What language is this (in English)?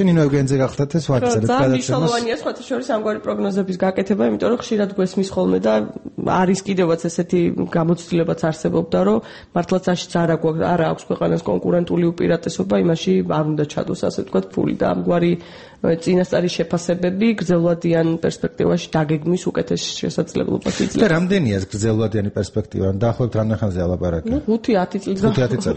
Georgian